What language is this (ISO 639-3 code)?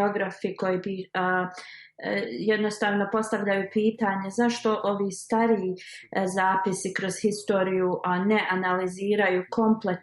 bos